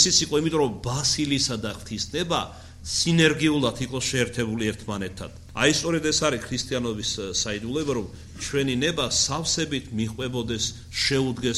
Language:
Georgian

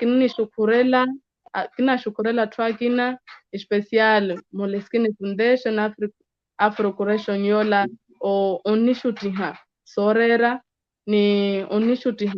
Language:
Makhuwa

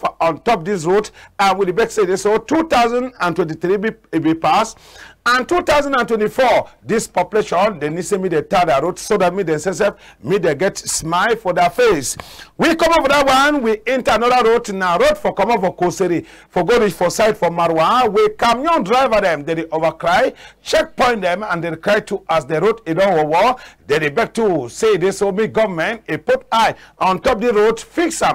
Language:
Cameroon Pidgin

